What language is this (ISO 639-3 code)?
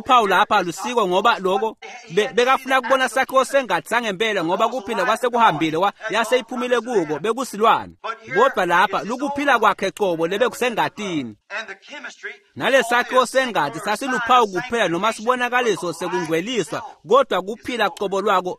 ssw